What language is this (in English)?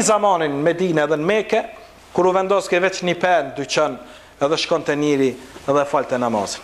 Albanian